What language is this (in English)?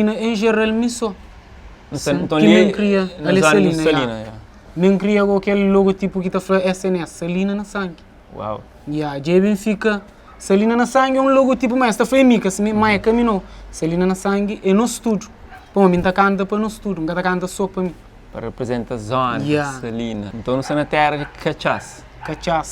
Kabuverdianu